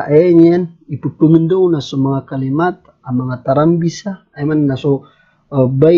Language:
Maranao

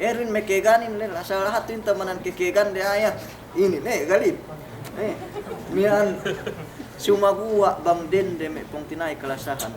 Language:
Yakan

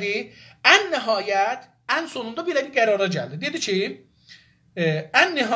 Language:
South Azerbaijani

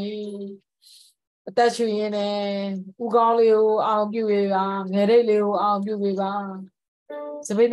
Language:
Burmese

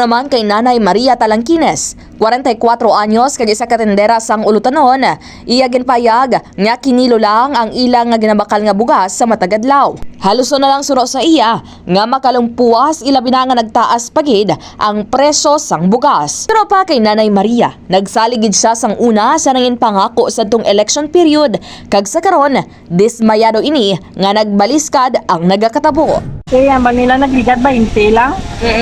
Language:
Hiligaynon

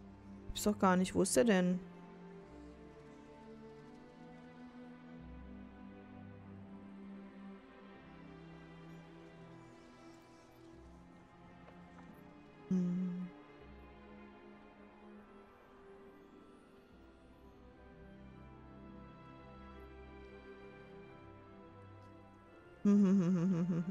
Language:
German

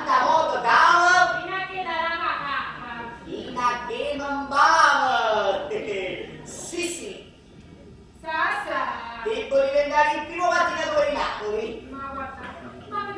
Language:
Neapolitan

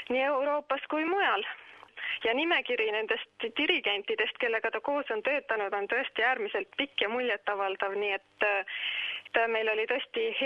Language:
Estonian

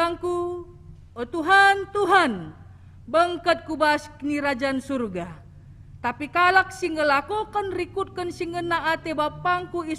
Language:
Batak Karo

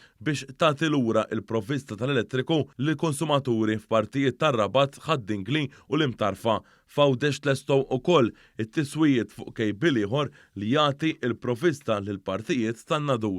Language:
Maltese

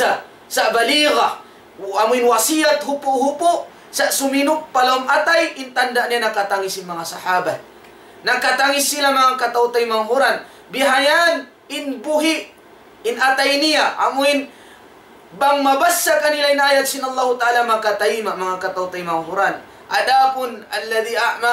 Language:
Tausug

